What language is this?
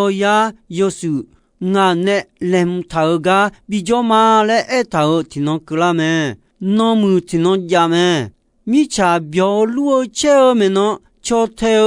Akha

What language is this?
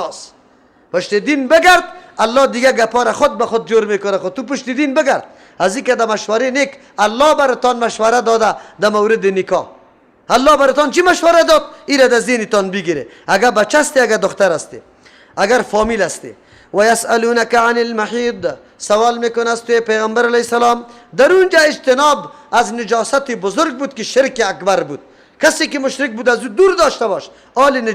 Persian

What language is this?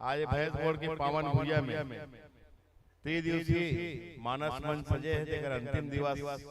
Chhattisgarhi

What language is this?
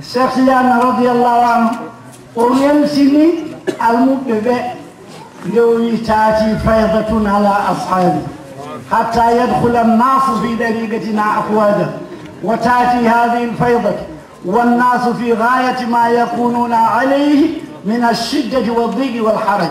Fula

